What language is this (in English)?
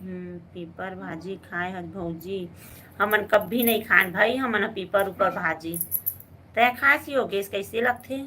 Chhattisgarhi